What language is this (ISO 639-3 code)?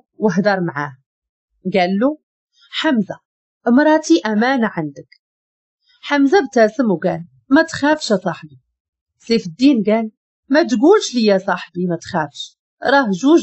ary